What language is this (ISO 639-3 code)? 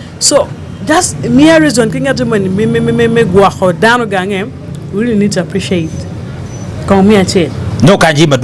ach